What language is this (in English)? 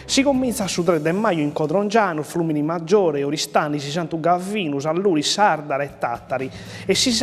Sardinian